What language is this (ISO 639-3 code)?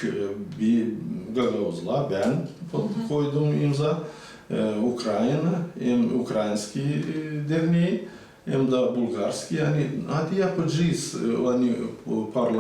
gag